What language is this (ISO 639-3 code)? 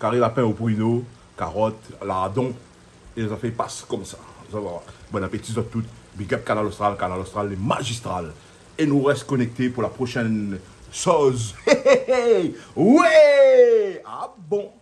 rcf